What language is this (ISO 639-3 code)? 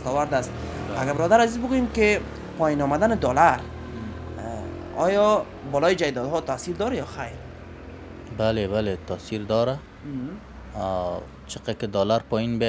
fas